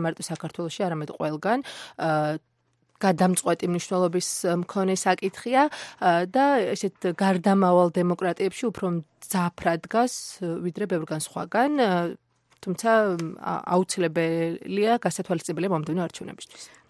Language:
Georgian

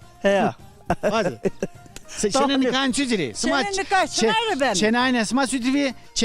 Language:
Zaza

